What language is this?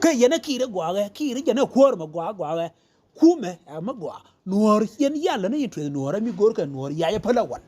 Nuer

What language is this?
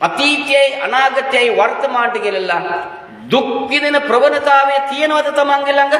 Sinhala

